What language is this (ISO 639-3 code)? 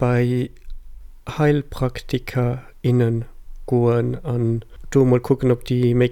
ltz